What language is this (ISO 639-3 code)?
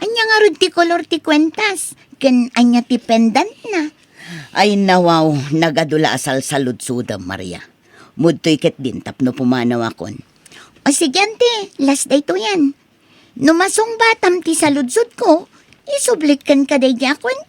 ilo